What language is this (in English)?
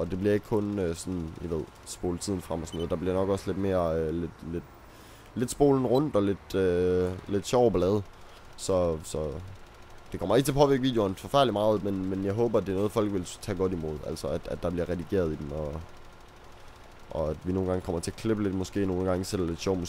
Danish